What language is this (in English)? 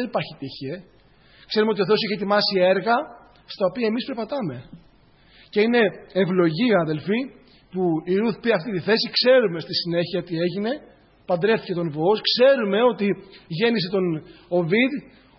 Greek